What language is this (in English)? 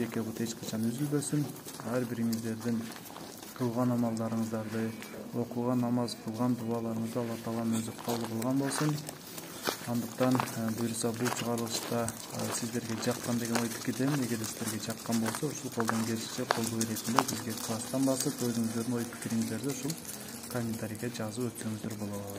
Kyrgyz